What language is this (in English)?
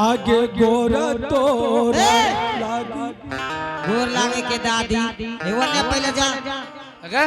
Angika